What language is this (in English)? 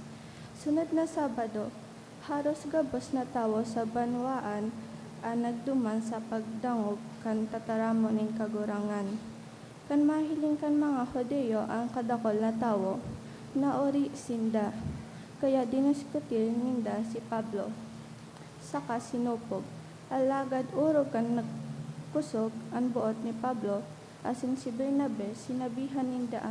Bikol